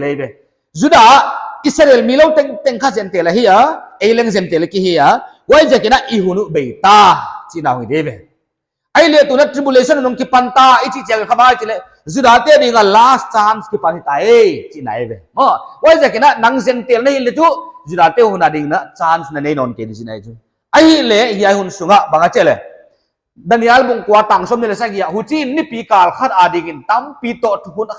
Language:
Paite Chin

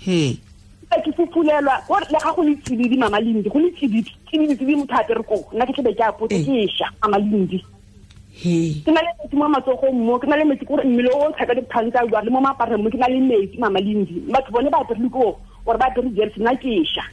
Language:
Tswana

